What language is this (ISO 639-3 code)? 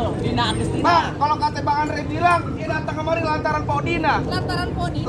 bew